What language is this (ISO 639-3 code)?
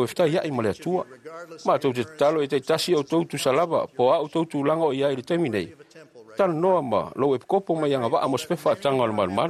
smo